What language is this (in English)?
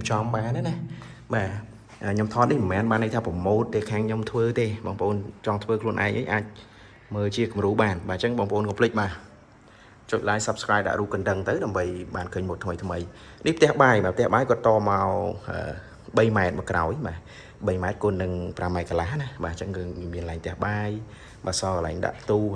Khmer